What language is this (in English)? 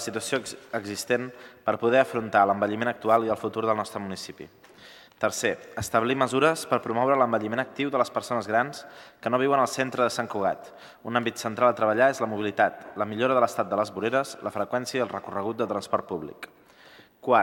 Catalan